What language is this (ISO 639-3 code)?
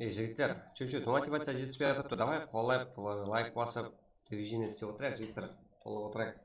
kaa